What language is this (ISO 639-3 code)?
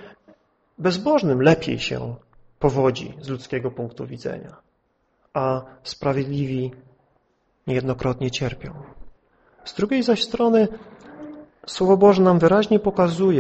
pol